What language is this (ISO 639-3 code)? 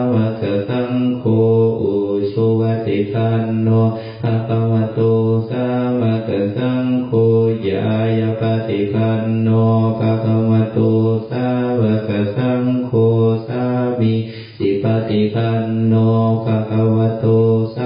pli